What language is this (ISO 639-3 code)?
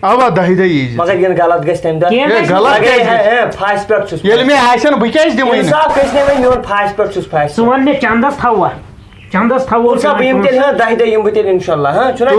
kas